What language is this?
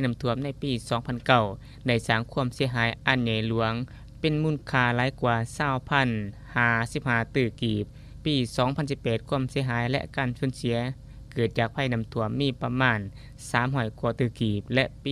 Lao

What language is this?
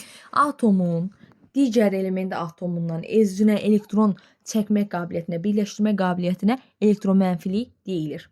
Azerbaijani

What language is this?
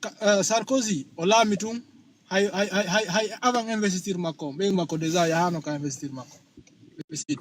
Fula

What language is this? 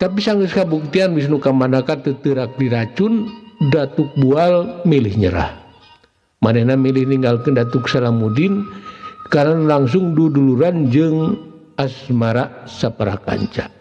Sundanese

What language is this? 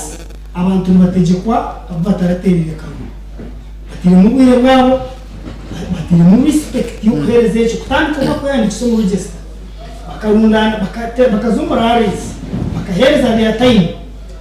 Nyankole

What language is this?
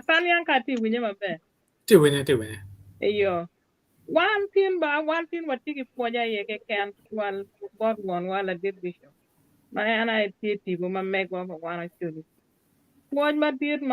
Acoli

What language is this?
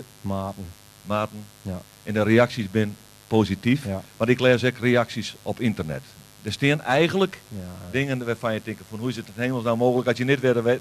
Western Frisian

